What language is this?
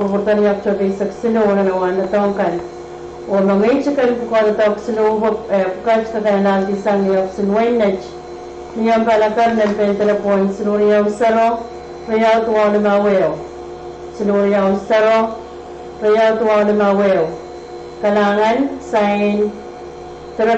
Pohnpeian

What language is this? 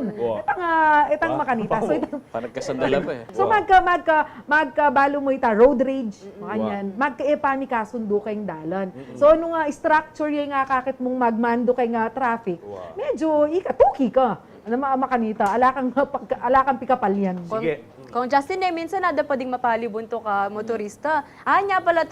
Pampanga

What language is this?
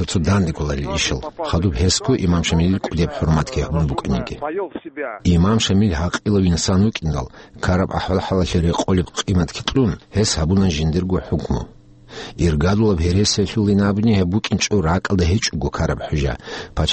Avaric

